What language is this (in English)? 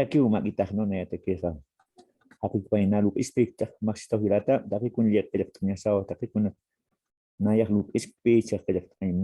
Aymara